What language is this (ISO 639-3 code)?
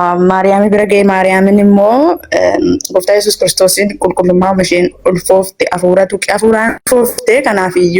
orm